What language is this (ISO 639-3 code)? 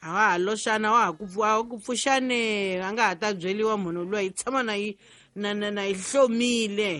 tso